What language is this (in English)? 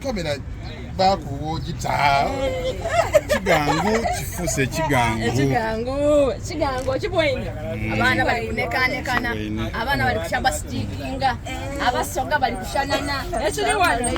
Soga